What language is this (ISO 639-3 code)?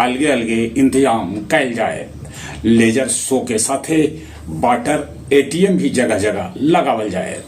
mag